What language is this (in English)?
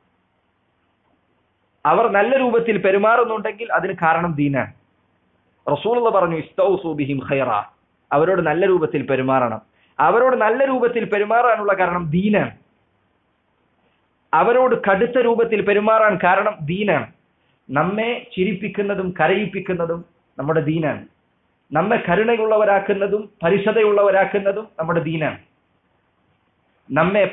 Malayalam